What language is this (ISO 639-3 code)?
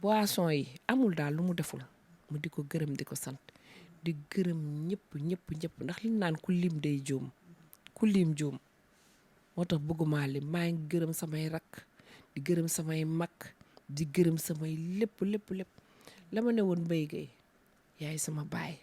wol